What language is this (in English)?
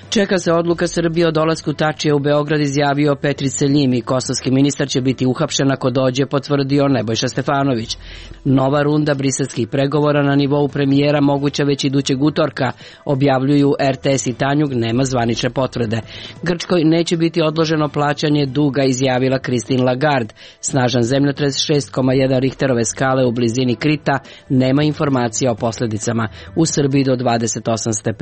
Serbian